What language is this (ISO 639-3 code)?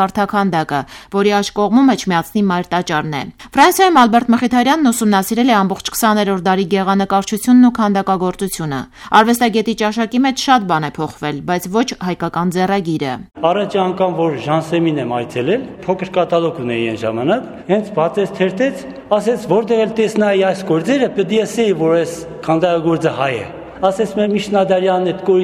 hye